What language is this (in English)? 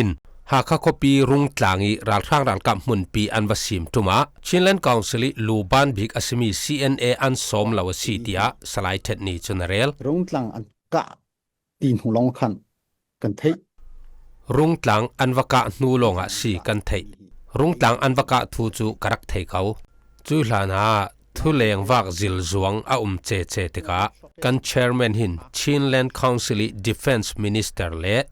Falam Chin